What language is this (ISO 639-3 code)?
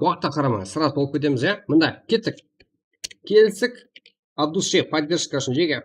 kaa